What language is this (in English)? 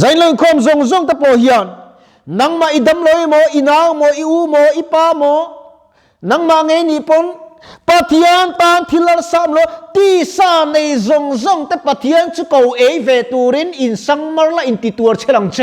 Mizo